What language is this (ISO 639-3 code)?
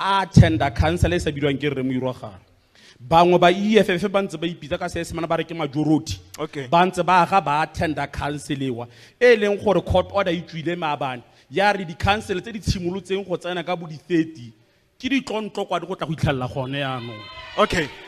tsn